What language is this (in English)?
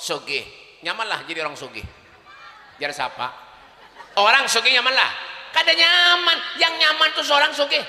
Banjar